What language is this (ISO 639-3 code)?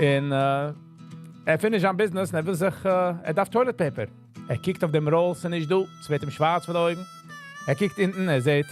yid